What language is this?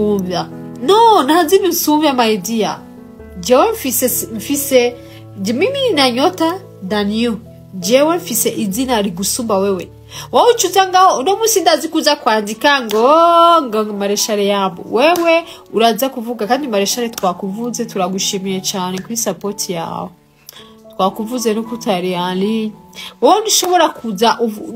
Rundi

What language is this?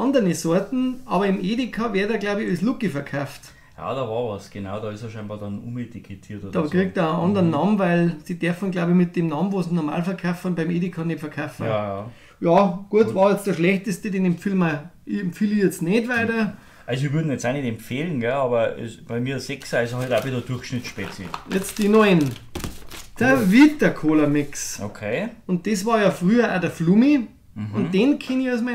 Bavarian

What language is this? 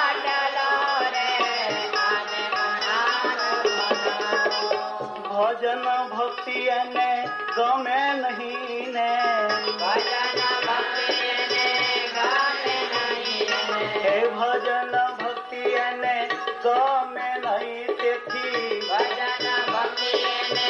Gujarati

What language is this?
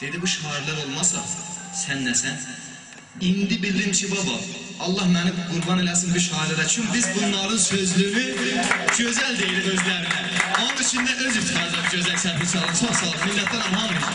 South Azerbaijani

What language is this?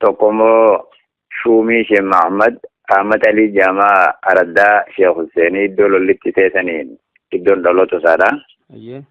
Oromo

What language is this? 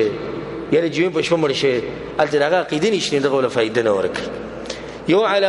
Pashto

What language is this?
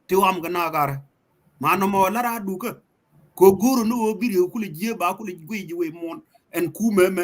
Nuer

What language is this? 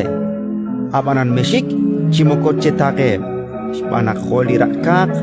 Kekchí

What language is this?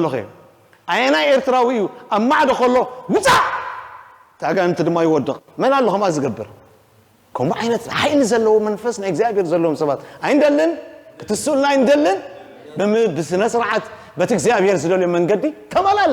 Tigrinya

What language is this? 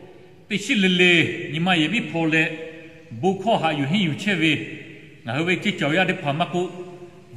Lahu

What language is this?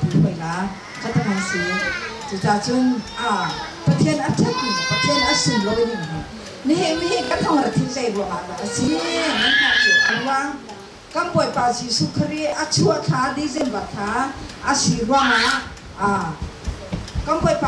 Hakha Chin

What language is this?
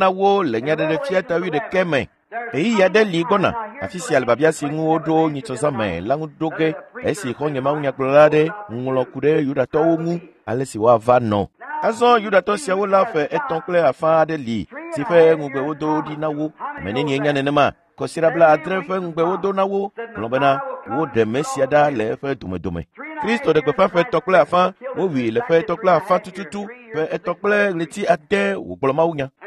Ewe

